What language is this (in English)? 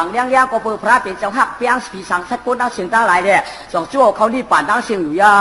Shan